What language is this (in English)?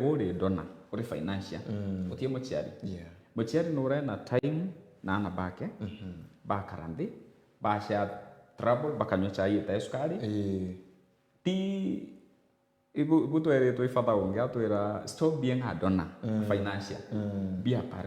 Meru